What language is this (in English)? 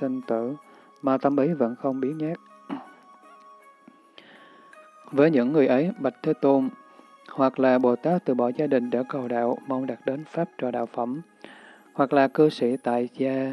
Vietnamese